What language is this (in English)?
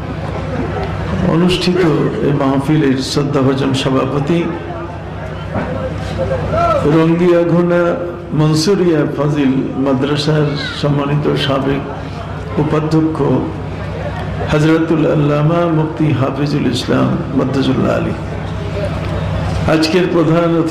Bangla